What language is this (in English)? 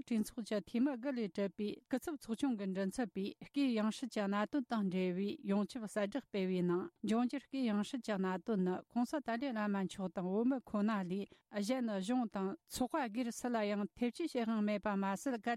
Tibetan